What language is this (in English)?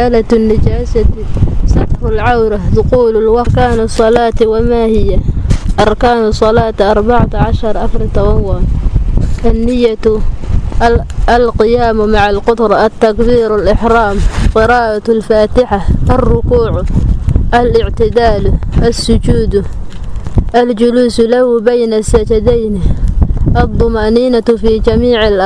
Somali